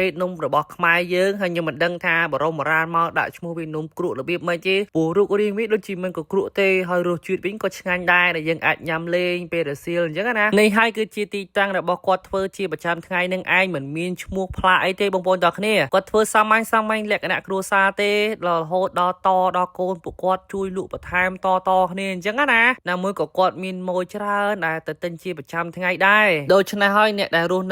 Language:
Khmer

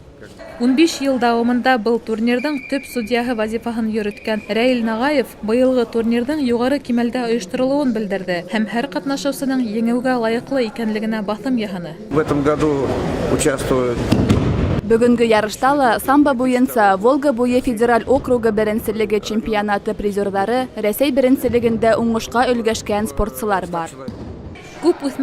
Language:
Bashkir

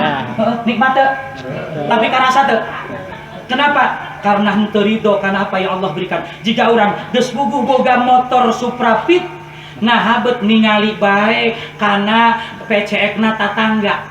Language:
Sundanese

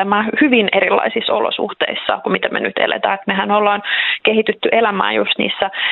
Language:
Finnish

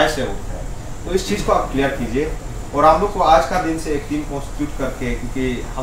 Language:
Hindi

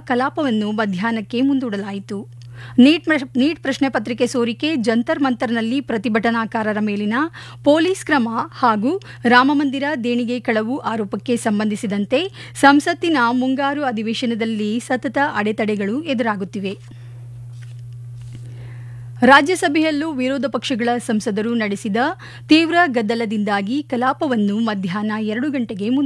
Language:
Kannada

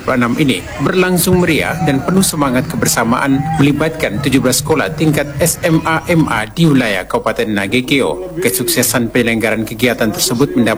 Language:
Indonesian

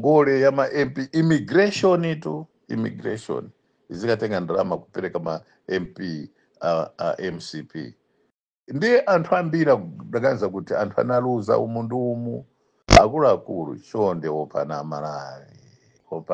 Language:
Nyanja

